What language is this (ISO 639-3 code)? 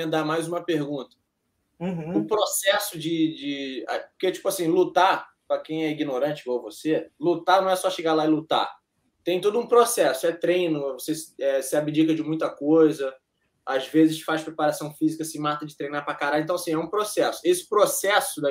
por